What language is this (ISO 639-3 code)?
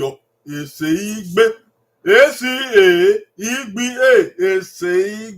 bin